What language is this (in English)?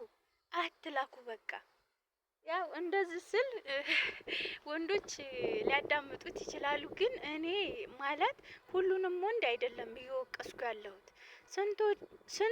Amharic